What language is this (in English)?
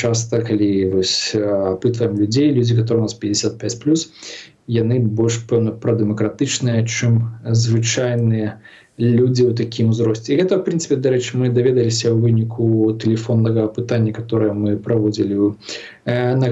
Belarusian